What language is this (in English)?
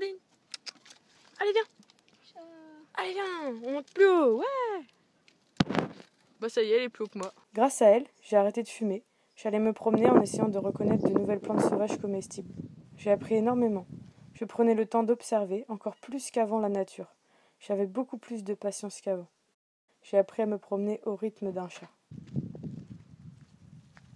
French